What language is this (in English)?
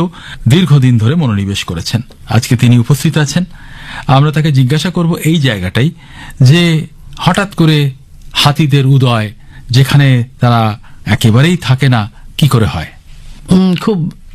Bangla